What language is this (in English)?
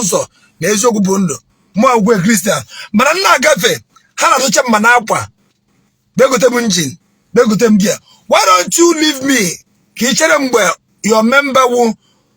Igbo